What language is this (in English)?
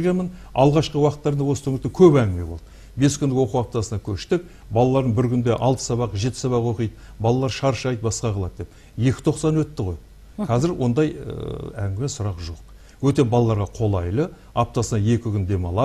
Kazakh